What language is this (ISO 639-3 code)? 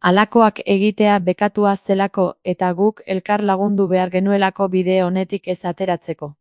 eus